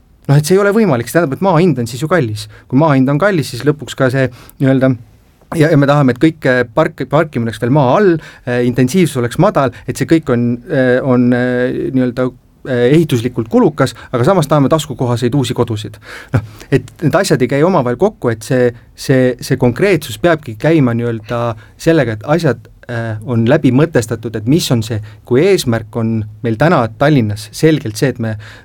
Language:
Estonian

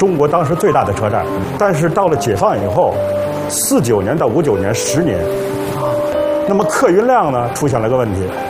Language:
Chinese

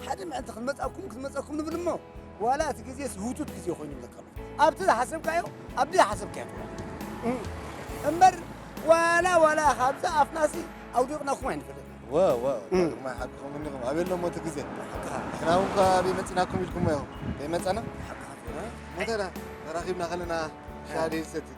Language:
Tigrinya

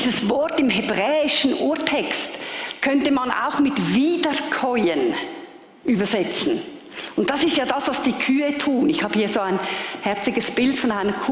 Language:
Swiss German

